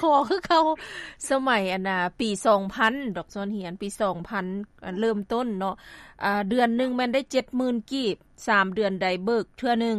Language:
Lao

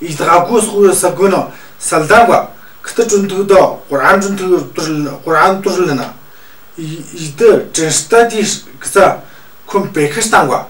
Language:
Tu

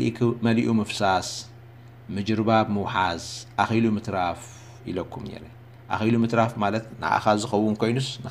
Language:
Tigrinya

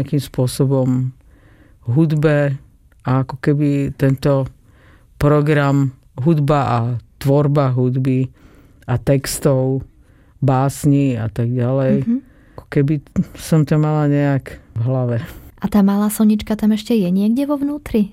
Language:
Slovak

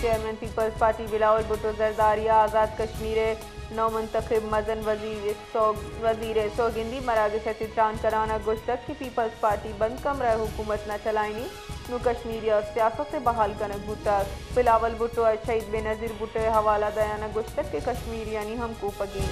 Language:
Baluchi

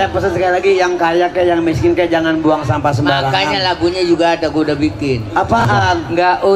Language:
Betawi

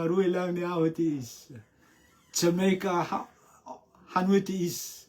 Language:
Rotuman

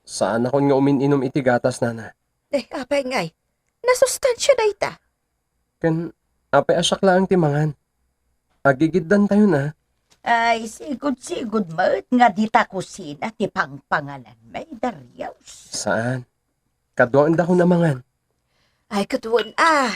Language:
Iloko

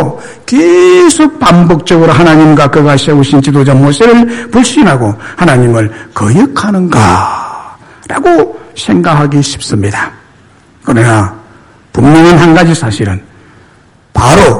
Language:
Korean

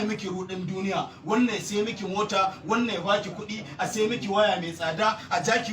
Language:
Hausa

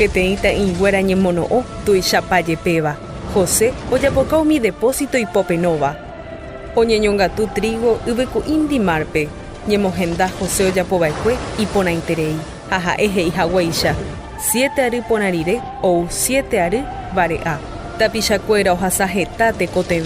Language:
Guarani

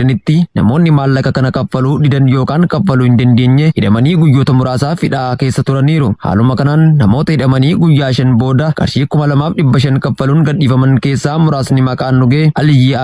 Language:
Oromo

